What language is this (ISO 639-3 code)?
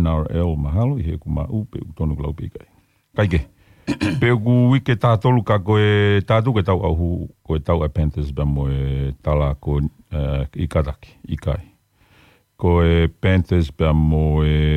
ton